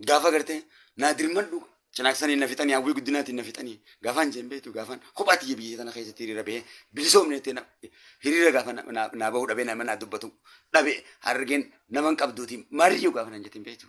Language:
Oromo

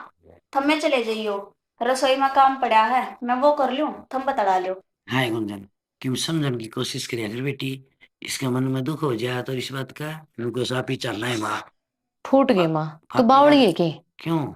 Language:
Haryanvi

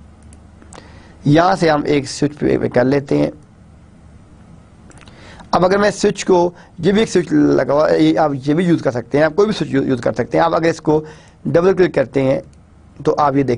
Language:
Urdu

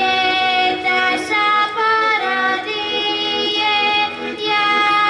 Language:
Rusyn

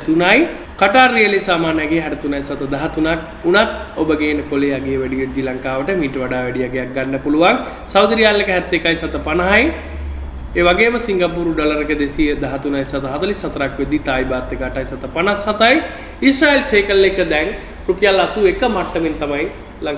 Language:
Sinhala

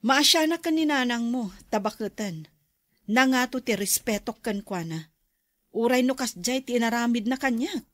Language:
Iloko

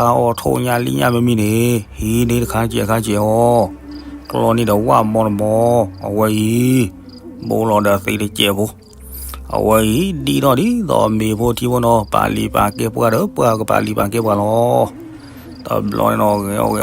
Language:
S'gaw Karen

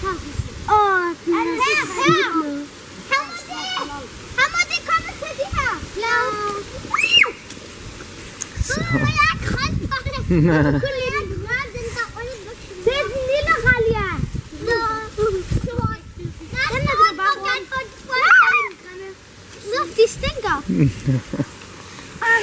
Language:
Danish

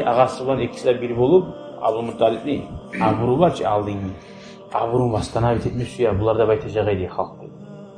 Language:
Kumyk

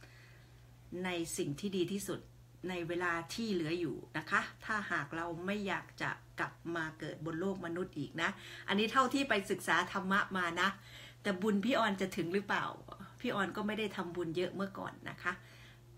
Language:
Thai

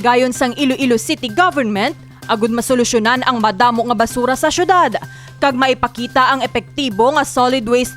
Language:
Hiligaynon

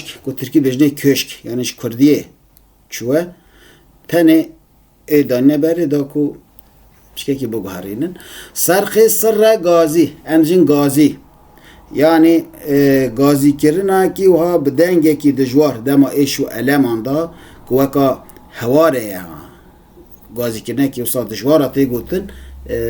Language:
Kurdish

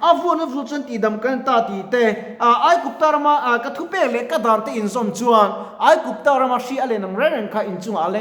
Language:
Mizo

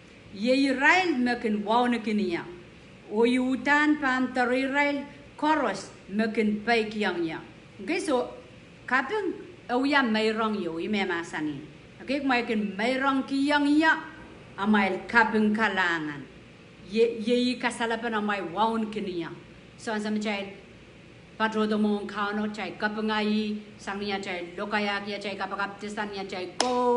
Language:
Pohnpeian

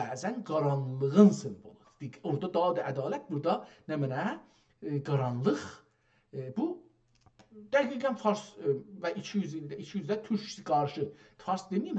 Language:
South Azerbaijani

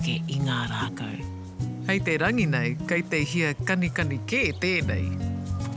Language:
Māori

